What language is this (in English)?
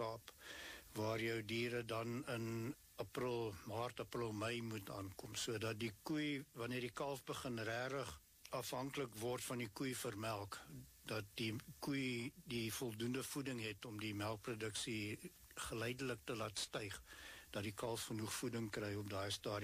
Afrikaans